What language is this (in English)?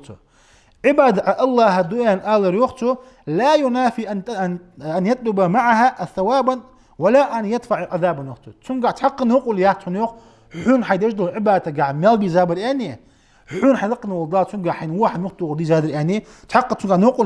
Ingush